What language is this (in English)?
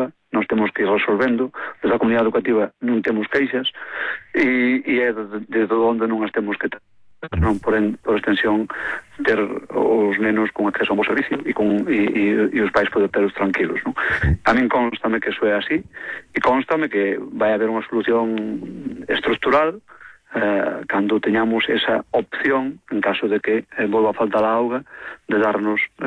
Galician